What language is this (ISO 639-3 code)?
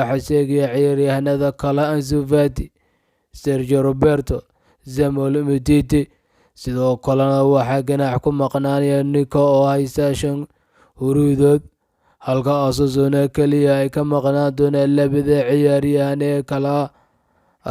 som